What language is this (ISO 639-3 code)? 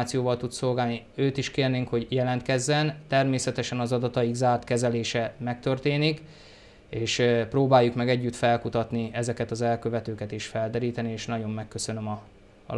hun